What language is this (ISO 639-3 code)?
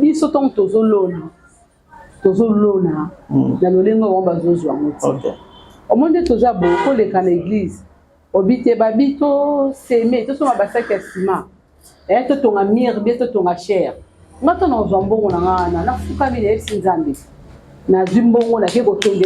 lin